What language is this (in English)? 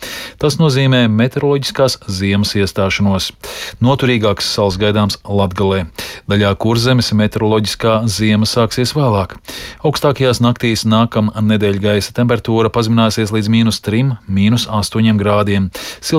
Latvian